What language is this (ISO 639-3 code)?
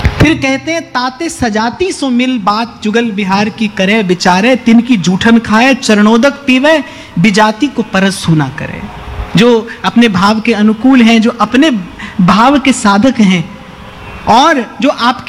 hin